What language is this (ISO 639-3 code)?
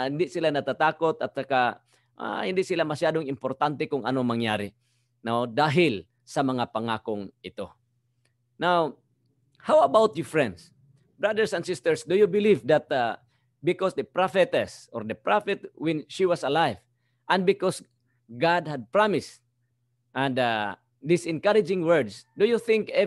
fil